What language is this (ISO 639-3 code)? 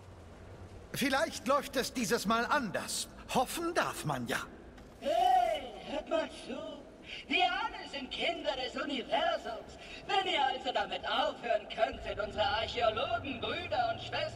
deu